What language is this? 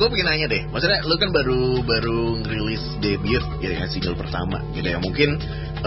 Indonesian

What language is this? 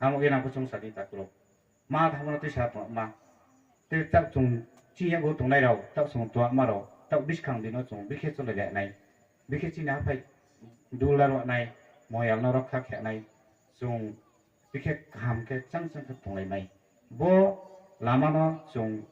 Riang (India)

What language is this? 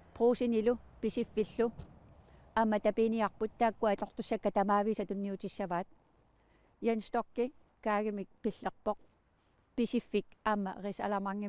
Kalaallisut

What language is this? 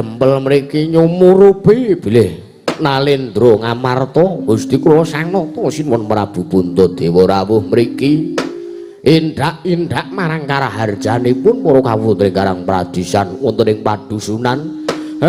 Javanese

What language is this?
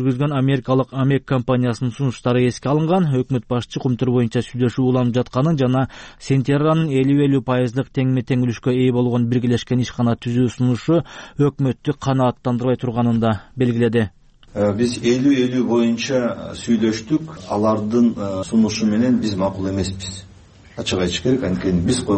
Kyrgyz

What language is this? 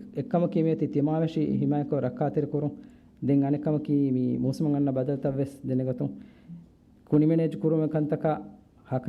Divehi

